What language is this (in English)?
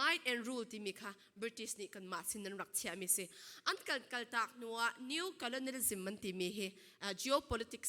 Falam Chin